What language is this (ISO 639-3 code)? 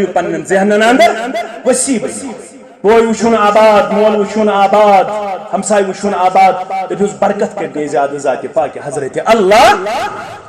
kas